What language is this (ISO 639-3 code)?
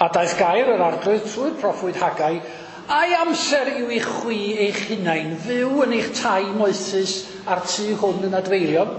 cym